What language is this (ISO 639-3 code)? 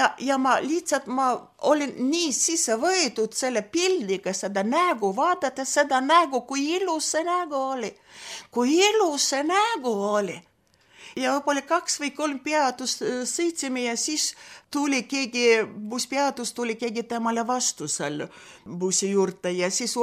est